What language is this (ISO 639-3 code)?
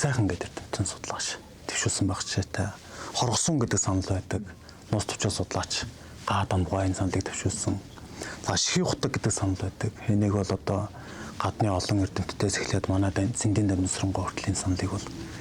mon